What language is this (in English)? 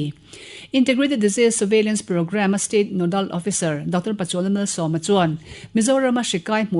Mizo